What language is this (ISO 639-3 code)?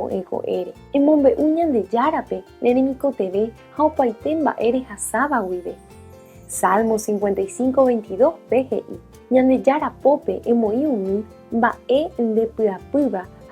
grn